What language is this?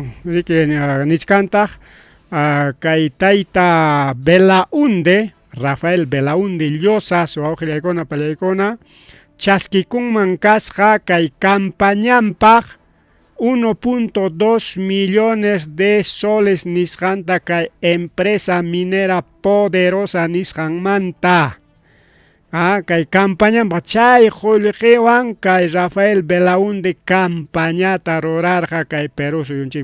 Ayacucho Quechua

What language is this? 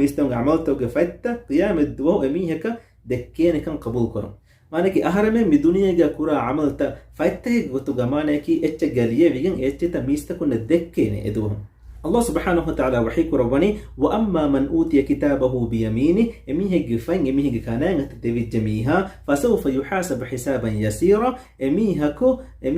Divehi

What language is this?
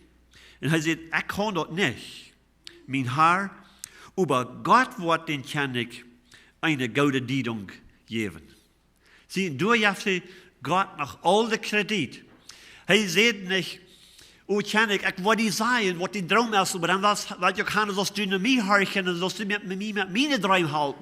Plautdietsch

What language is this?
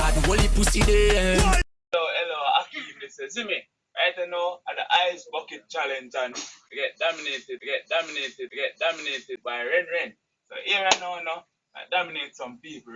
Jamaican Creole English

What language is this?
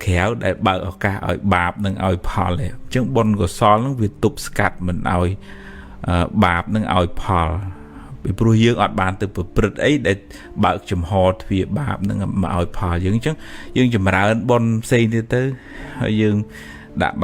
Khmer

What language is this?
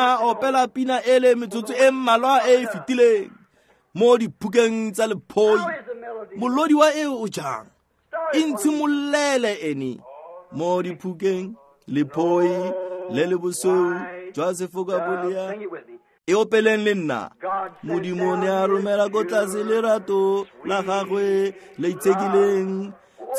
Tswana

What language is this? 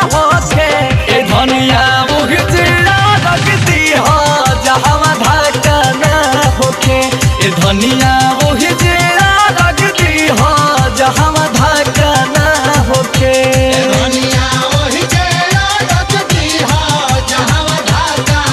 Bhojpuri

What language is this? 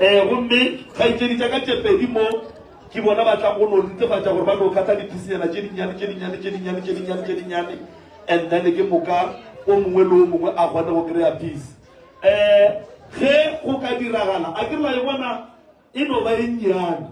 Northern Sotho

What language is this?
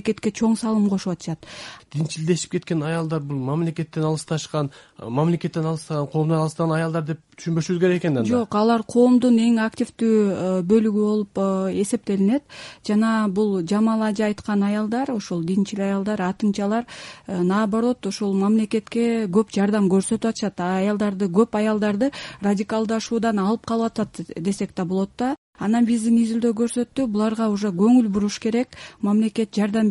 Kyrgyz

